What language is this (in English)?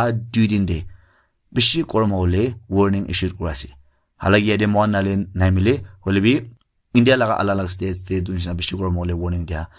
Naga Pidgin